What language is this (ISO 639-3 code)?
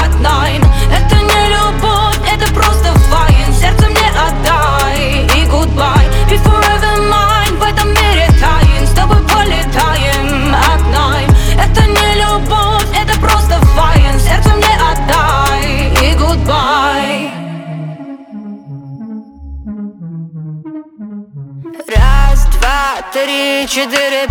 rus